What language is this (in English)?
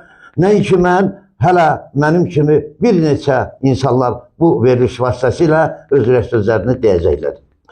Azerbaijani